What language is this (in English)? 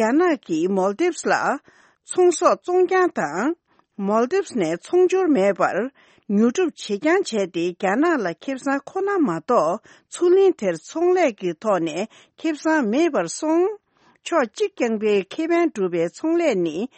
Tibetan